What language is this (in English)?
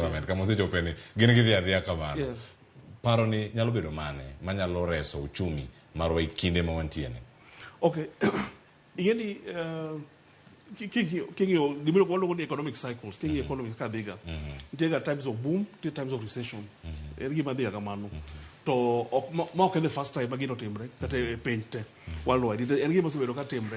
Luo (Kenya and Tanzania)